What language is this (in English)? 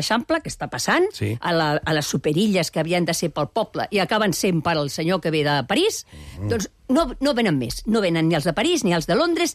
Catalan